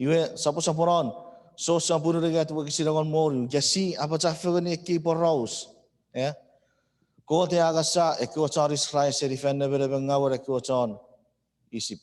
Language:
Chuukese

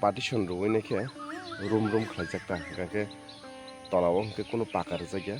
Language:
Kok Borok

